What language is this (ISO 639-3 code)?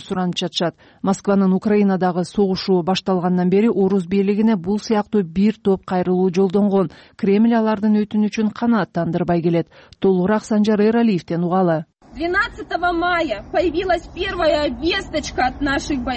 kir